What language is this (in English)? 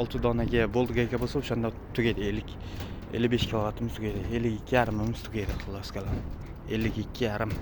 Uzbek